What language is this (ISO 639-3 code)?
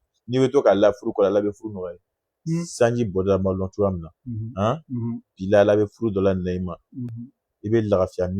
bam